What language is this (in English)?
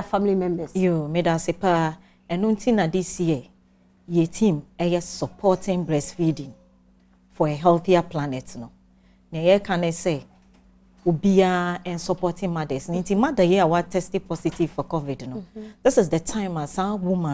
Akan